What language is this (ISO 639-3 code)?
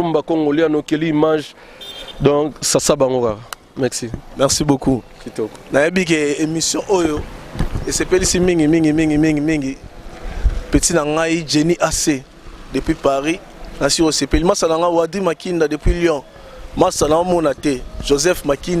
lin